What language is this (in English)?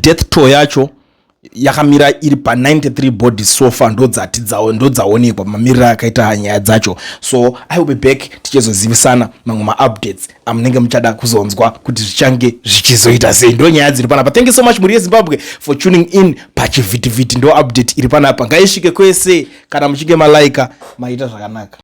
Shona